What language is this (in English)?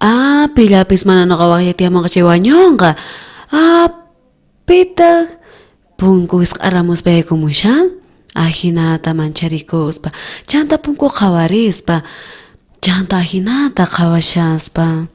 South Bolivian Quechua